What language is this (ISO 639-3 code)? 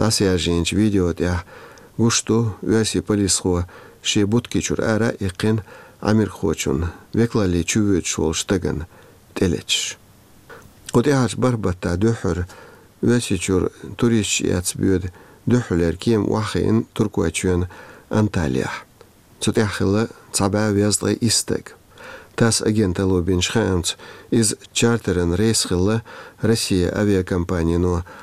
che